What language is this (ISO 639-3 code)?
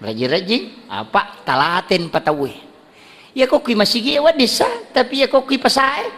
bug